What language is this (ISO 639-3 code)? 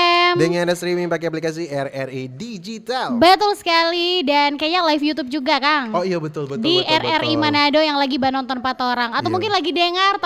xmm